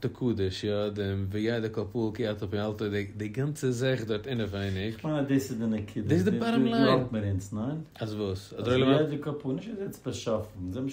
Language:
Yiddish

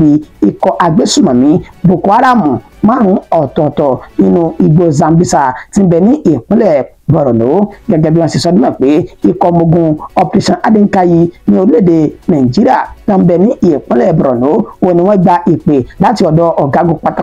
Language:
Yoruba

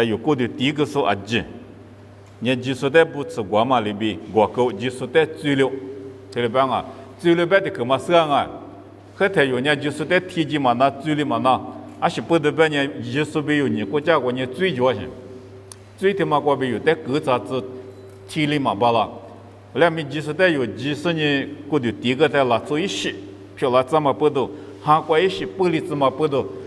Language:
Lisu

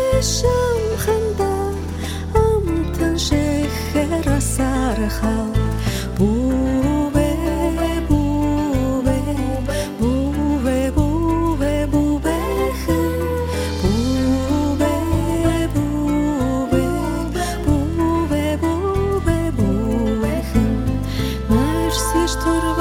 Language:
Buriat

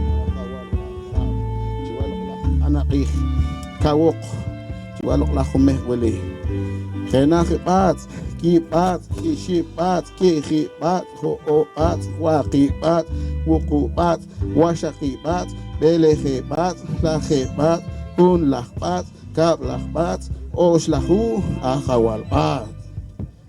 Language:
Poqomchi'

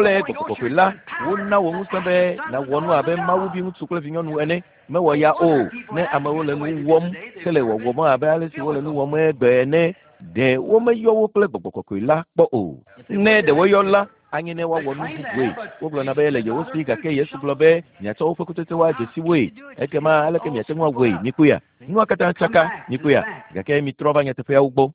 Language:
Ewe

